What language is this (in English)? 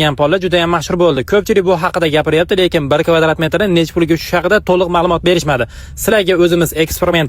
Uzbek